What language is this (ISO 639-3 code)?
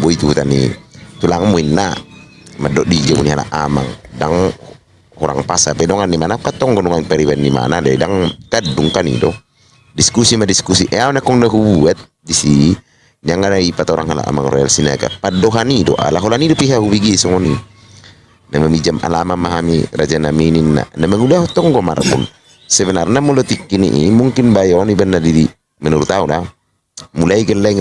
bbc